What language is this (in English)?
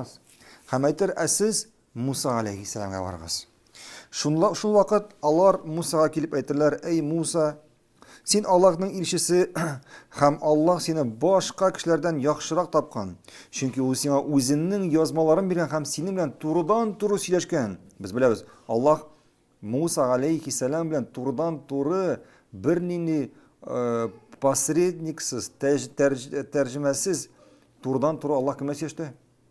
Tatar